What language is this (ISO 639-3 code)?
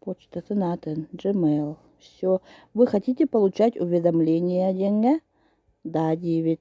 sah